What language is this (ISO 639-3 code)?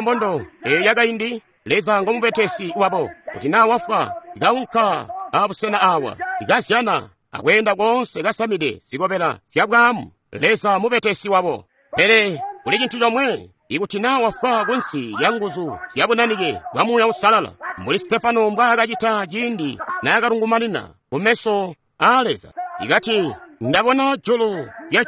toi